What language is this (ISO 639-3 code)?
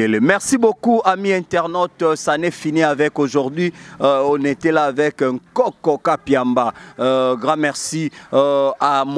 lin